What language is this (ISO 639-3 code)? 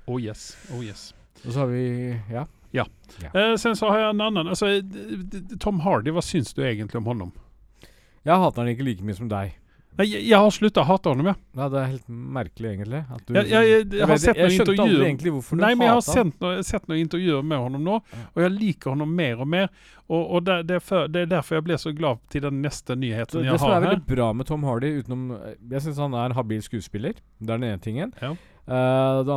nor